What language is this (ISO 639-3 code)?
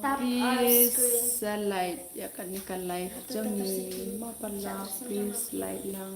kha